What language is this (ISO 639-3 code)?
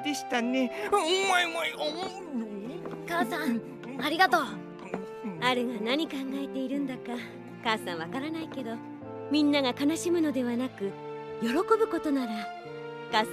jpn